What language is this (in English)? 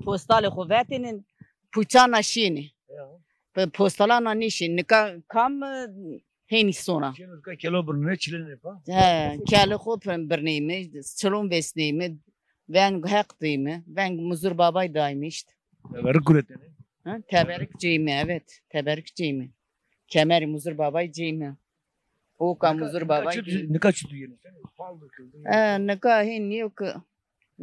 Zaza